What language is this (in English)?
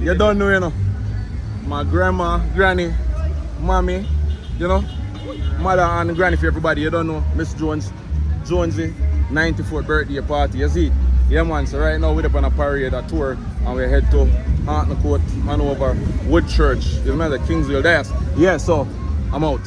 Jamaican Creole English